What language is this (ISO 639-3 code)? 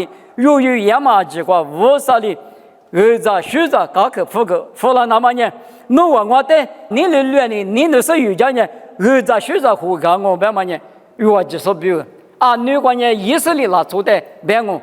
lis